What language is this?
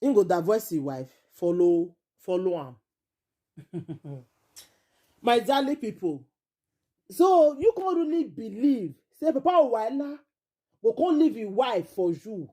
Nigerian Pidgin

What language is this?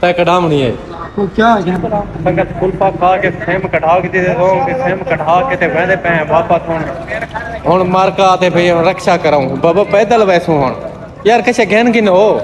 Saraiki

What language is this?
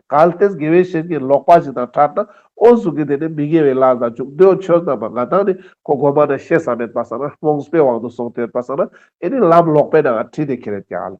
Ladakhi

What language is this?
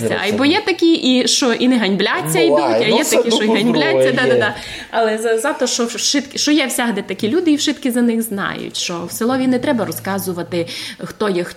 Rusyn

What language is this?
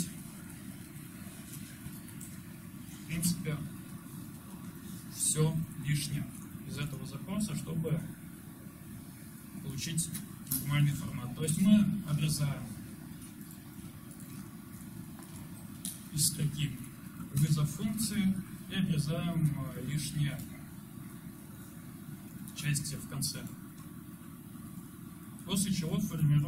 Russian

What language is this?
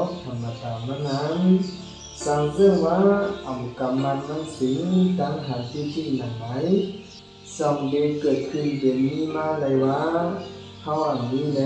Shan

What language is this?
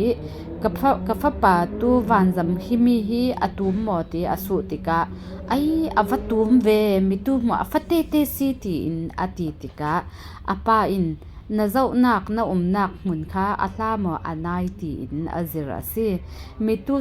Falam Chin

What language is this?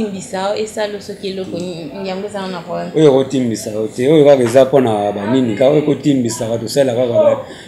Lingala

